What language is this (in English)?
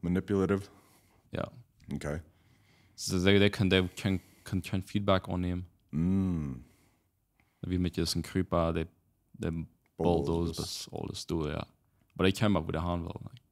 Plautdietsch